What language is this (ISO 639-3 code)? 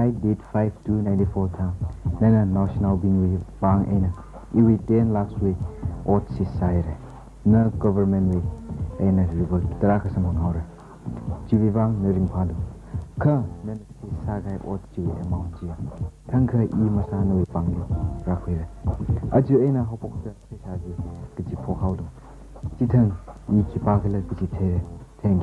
nmf